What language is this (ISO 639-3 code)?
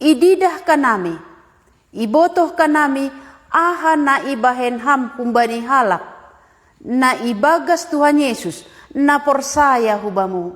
bts